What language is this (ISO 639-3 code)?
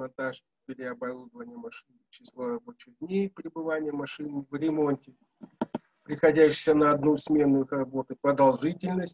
rus